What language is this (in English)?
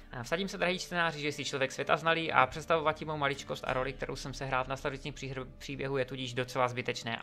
Czech